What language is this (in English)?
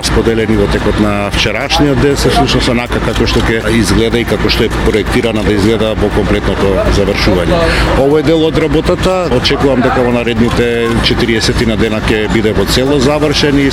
Macedonian